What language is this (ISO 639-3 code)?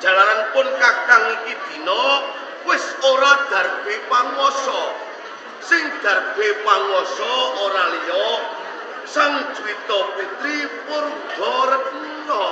jav